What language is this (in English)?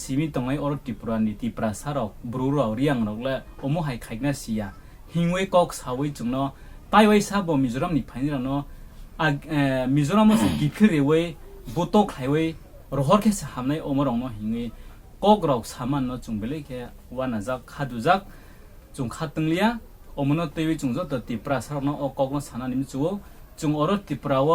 Riang (India)